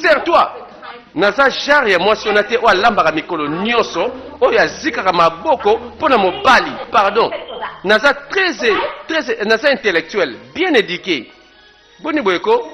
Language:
Lingala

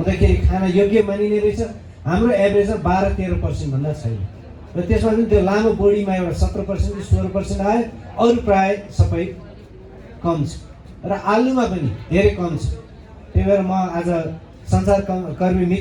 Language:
Nepali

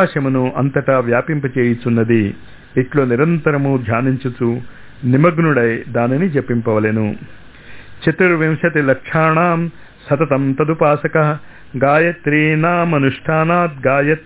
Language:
Telugu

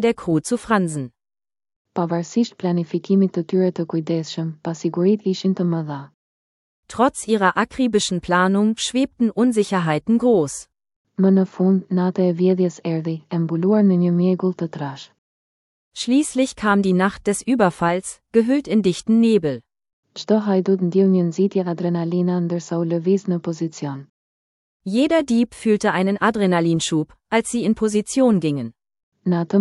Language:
Albanian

